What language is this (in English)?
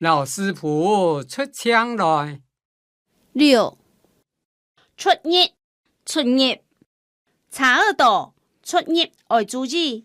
Hakka Chinese